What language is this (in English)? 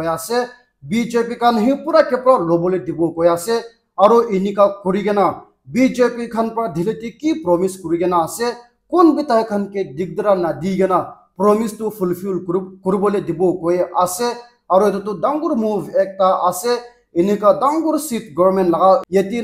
Naga Pidgin